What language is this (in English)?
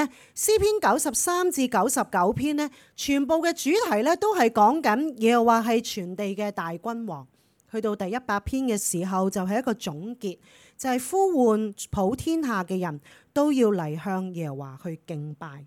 Cantonese